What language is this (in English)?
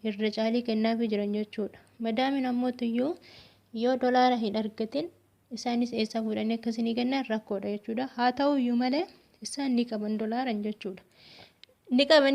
Oromo